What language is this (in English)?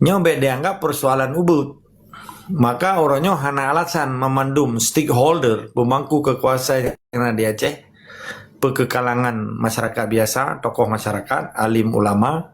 Achinese